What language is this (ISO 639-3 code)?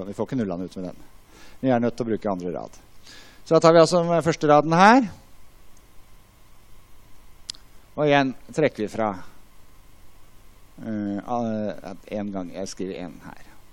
nor